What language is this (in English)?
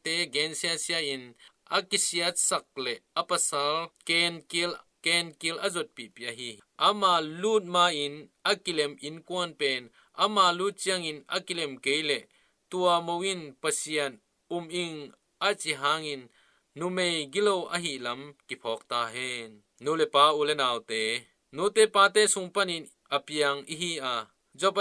Tedim Chin